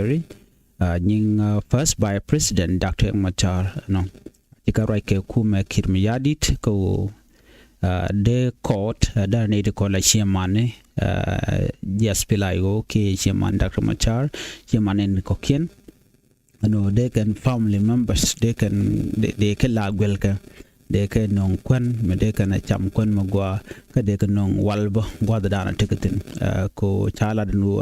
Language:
Nuer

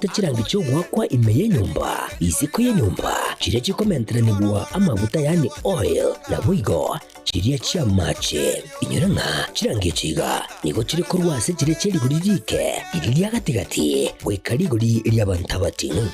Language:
Gusii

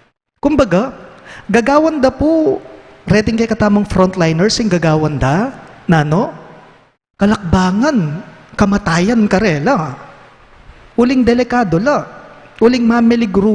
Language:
Pampanga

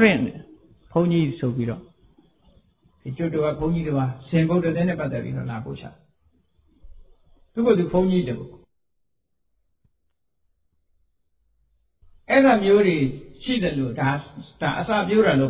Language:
Burmese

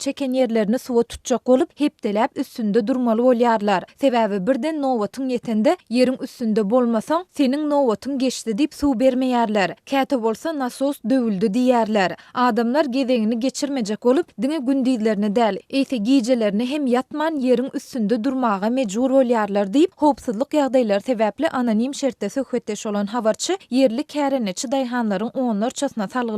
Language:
Turkmen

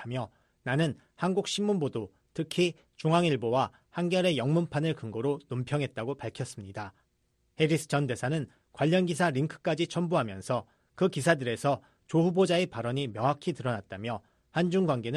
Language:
Korean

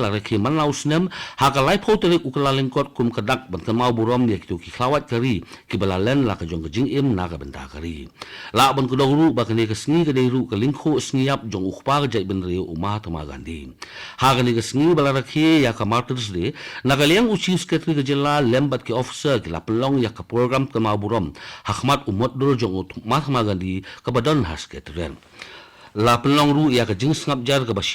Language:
Khasi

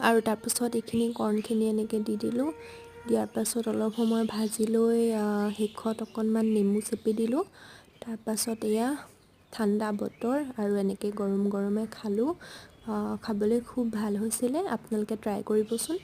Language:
Assamese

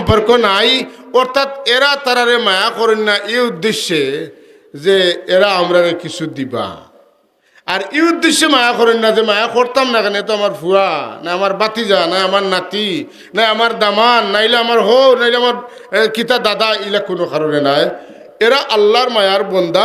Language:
Sylheti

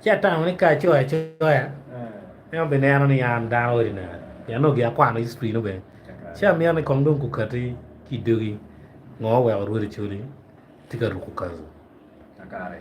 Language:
Acoli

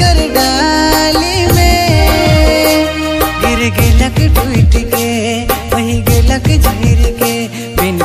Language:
Sadri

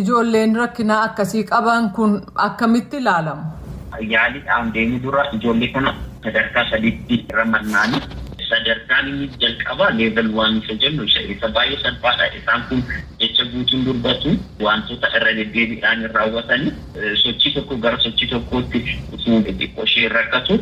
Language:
Oromo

